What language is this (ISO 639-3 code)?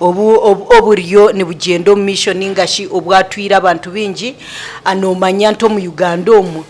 nyn